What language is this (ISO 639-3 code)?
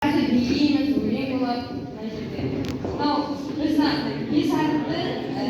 kaz